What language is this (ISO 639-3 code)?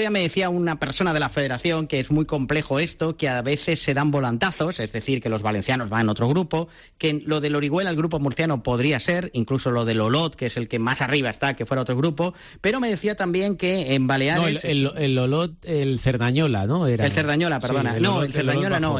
spa